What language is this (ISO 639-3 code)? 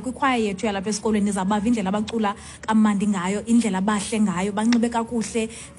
xho